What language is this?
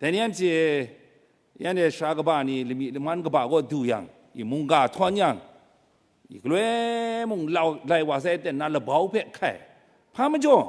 Kachin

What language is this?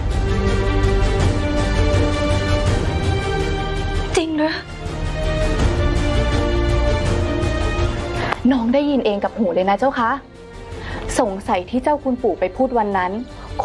Thai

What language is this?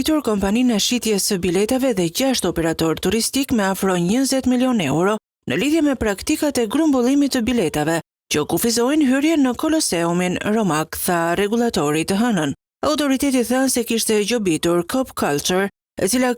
Albanian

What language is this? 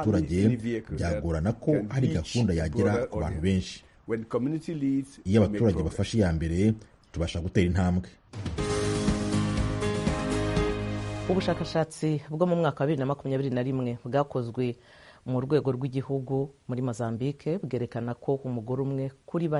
Kinyarwanda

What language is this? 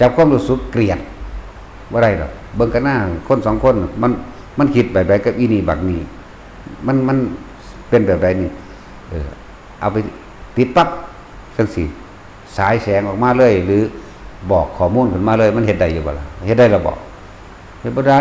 Northeastern Thai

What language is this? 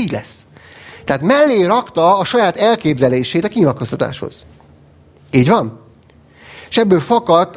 Hungarian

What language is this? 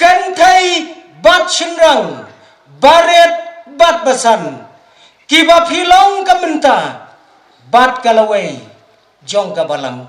Khasi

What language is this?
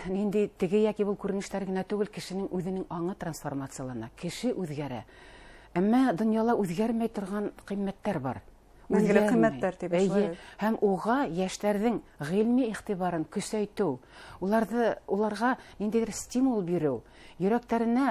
Bashkir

